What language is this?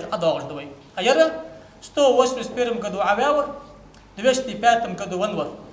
Ingush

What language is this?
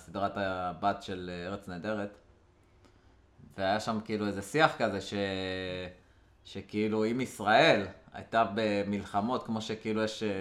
Hebrew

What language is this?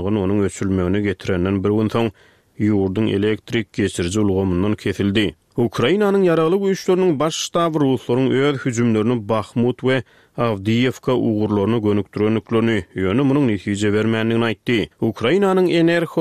Turkmen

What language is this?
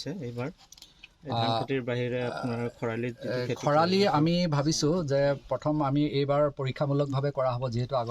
Assamese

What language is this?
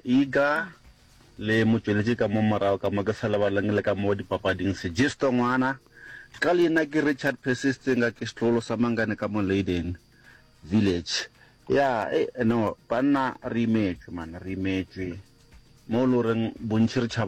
Northern Sotho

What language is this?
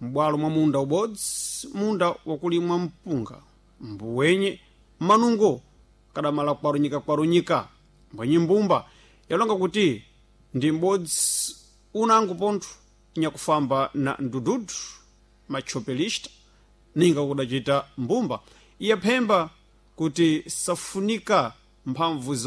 Sena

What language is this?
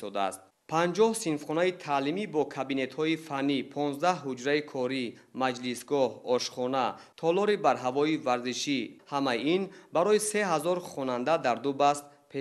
Tajik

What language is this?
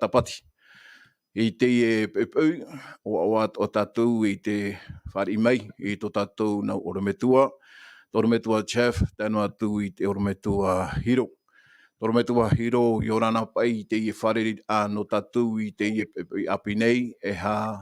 Tahitian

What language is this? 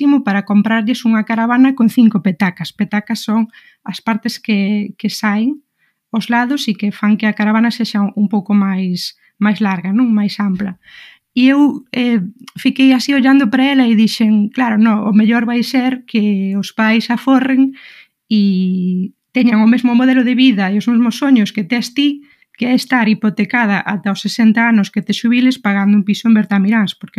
Galician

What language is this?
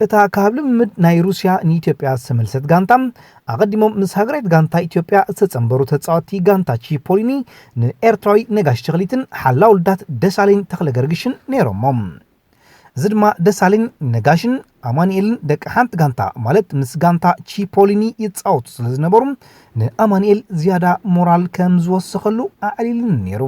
Tigrinya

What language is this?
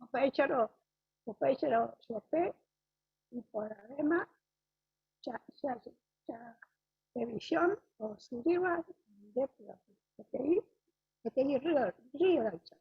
Guarani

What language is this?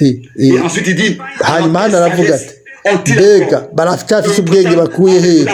Rundi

